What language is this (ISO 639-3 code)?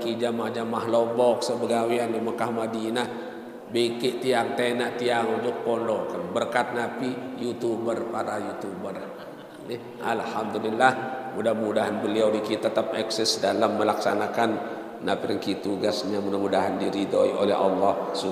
sas